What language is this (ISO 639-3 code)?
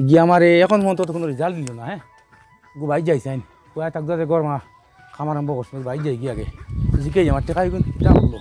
syl